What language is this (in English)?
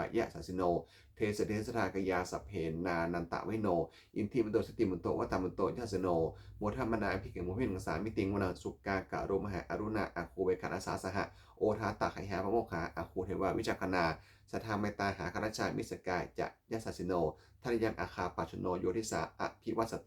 Pali